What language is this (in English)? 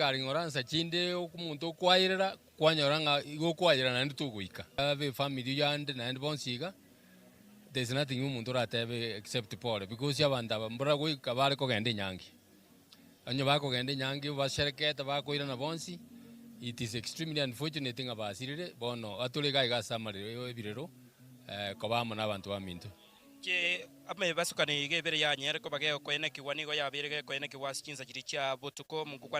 Gusii